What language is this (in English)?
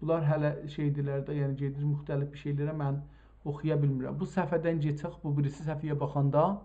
South Azerbaijani